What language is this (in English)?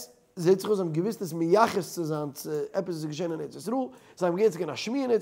Yiddish